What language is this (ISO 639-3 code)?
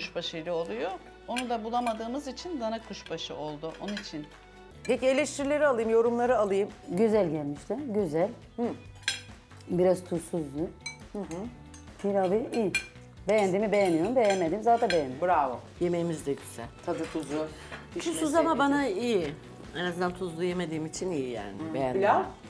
tur